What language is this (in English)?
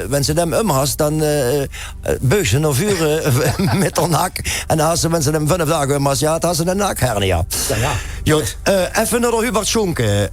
Limburgish